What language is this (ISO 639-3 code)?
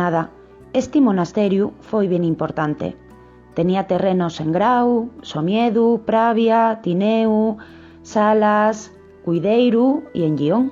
ast